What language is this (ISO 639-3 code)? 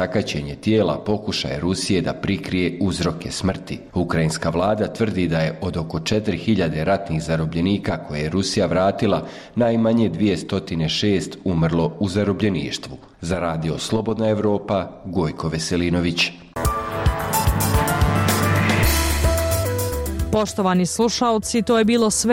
bos